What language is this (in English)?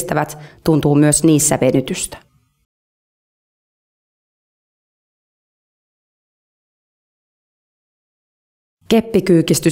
Finnish